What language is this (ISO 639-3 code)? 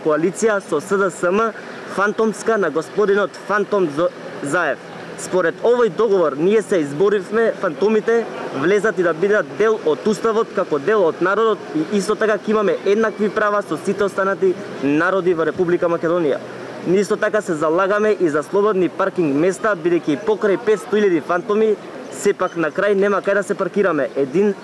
mkd